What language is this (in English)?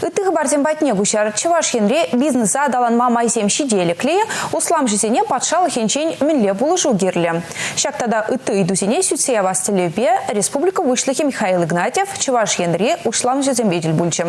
Chuvash